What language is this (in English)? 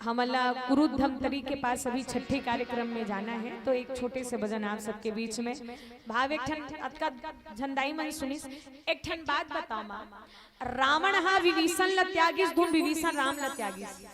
Chhattisgarhi